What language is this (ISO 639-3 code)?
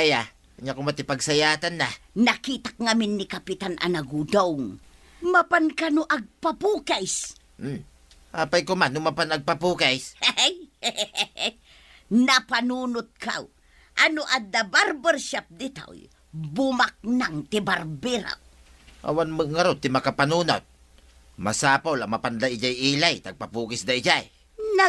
ilo